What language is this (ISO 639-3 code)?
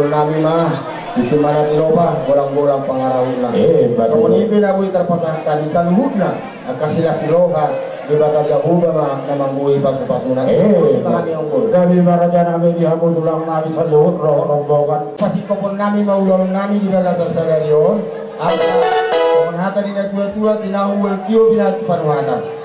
bbc